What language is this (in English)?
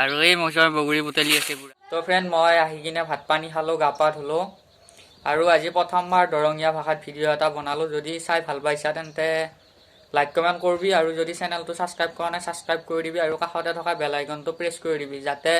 Assamese